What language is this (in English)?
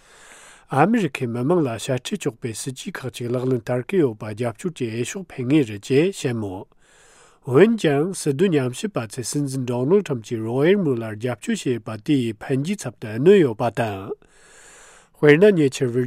Tibetan